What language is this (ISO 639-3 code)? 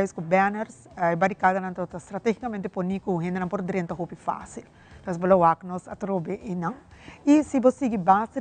pap